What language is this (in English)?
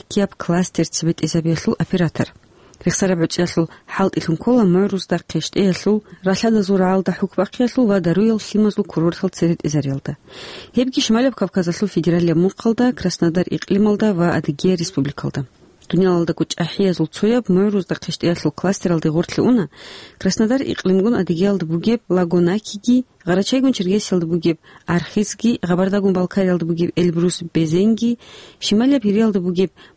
Avaric